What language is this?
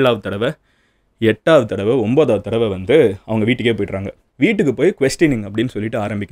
Tamil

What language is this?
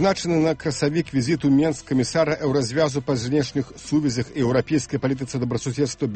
Belarusian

